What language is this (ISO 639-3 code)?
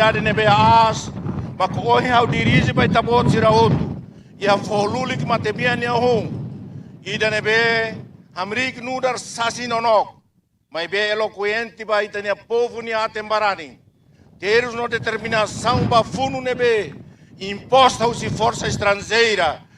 tet